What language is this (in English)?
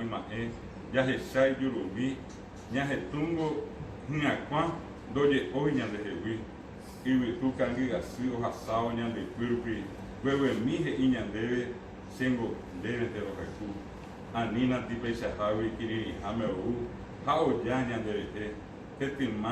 Guarani